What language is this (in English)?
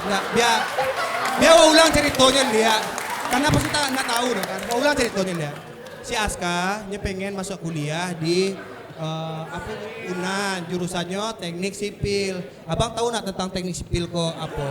Minangkabau